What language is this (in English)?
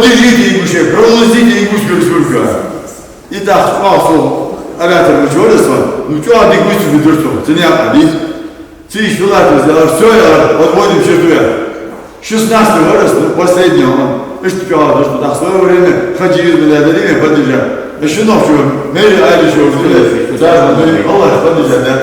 Ingush